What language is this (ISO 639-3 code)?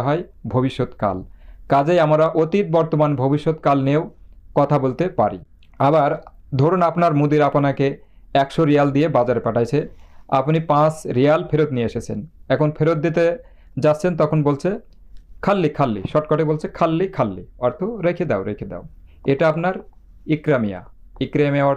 ben